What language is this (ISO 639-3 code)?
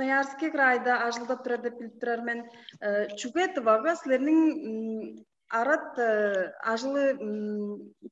tyv